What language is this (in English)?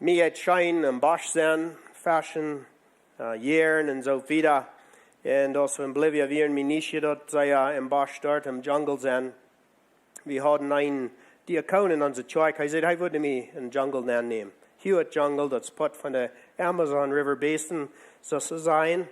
Plautdietsch